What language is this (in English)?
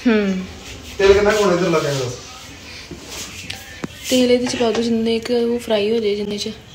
Punjabi